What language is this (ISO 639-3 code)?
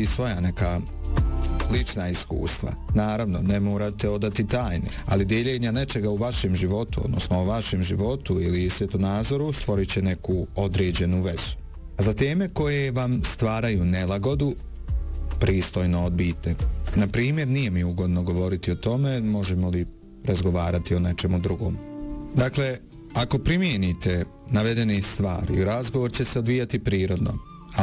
bos